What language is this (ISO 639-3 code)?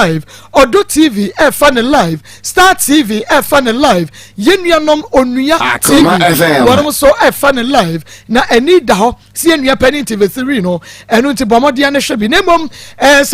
aka